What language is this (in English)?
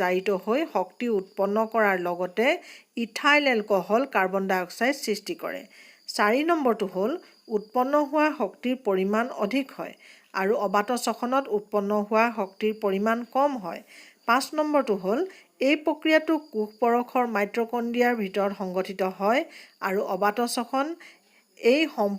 Assamese